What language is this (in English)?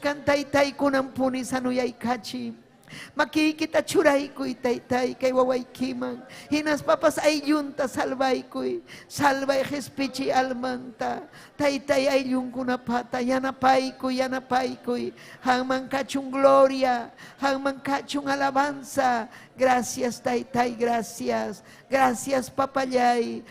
Ayacucho Quechua